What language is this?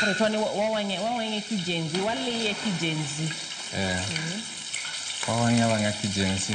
Luo (Kenya and Tanzania)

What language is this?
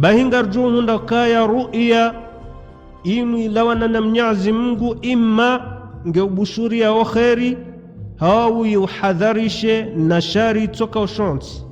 Ngazidja Comorian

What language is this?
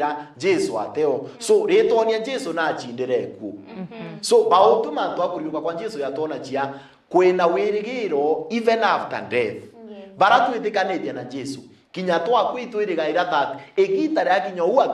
Meru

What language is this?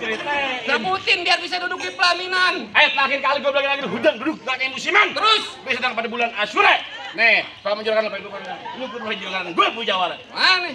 Betawi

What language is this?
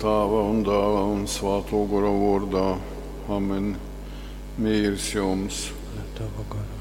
Latgalian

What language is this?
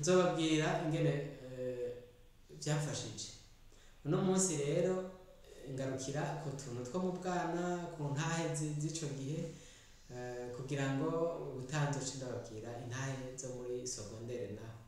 Rundi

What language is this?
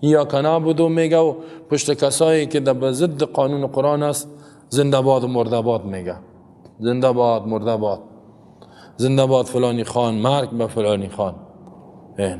Persian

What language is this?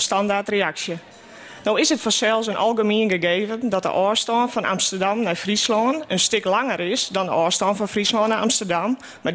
Western Frisian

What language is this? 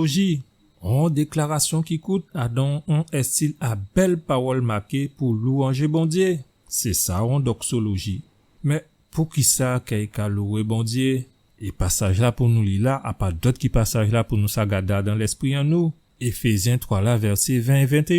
Guadeloupean Creole French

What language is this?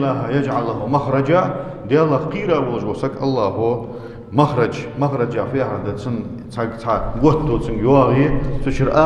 Ingush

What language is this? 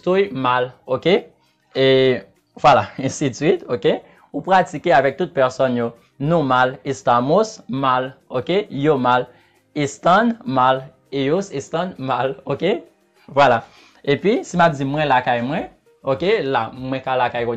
Haitian Creole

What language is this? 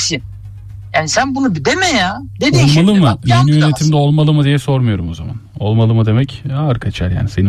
Turkish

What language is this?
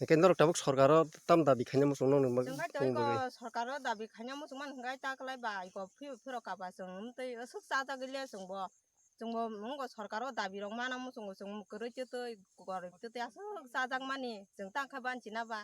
Kok Borok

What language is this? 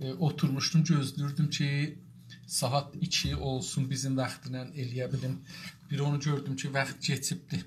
South Azerbaijani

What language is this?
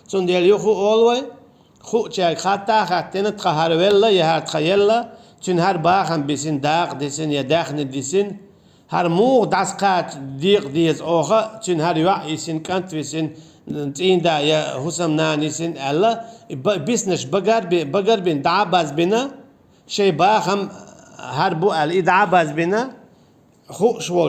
Chechen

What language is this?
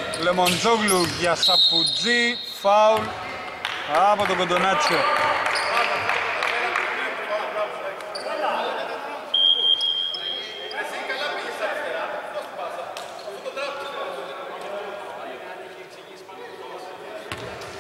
Greek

